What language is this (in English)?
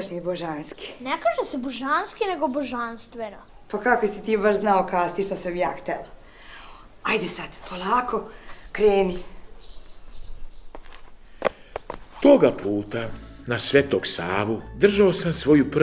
Serbian